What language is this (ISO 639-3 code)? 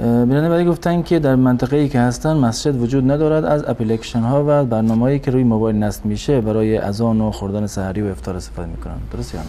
fas